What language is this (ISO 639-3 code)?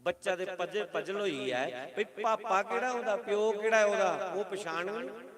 doi